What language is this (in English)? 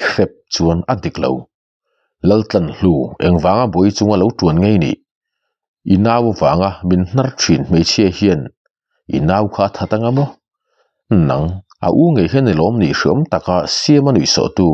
Mizo